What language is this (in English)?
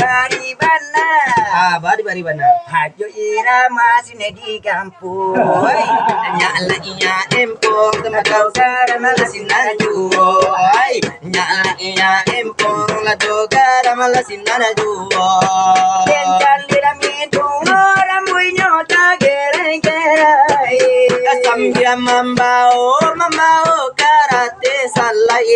Minangkabau